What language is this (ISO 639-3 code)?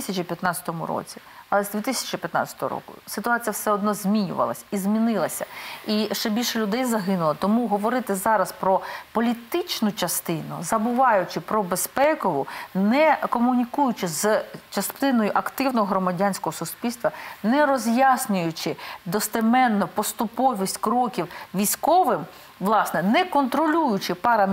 ukr